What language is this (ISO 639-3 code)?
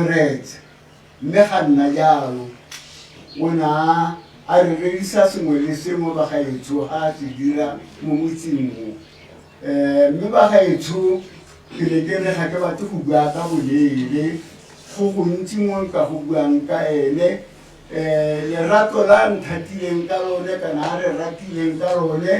tsn